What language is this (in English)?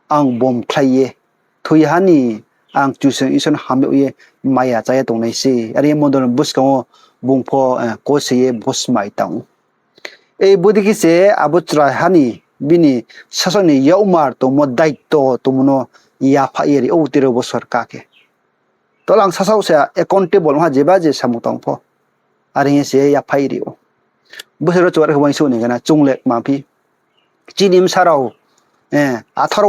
Riang (India)